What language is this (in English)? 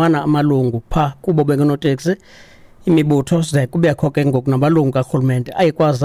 Xhosa